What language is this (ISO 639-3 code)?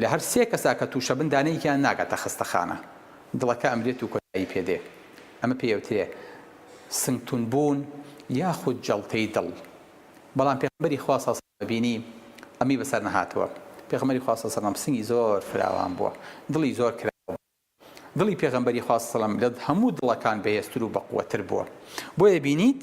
ckb